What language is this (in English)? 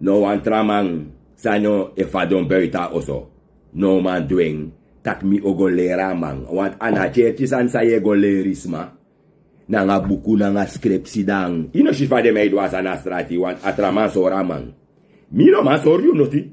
Sranan Tongo